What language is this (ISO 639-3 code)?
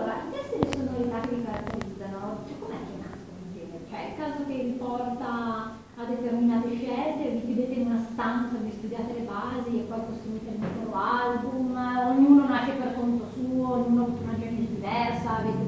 ita